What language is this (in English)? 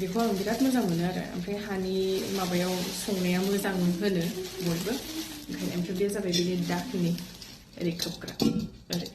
Bodo